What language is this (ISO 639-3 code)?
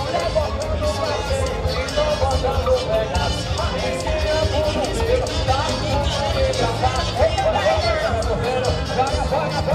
por